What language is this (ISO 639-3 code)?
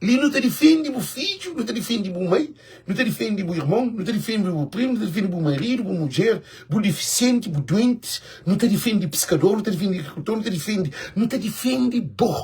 kea